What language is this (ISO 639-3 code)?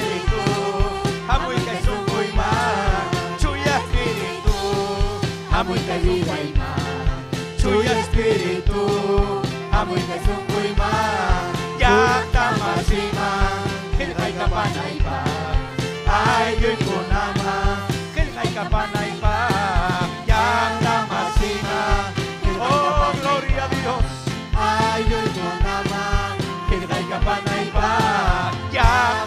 quy